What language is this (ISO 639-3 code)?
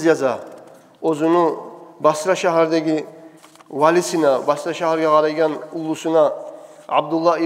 kum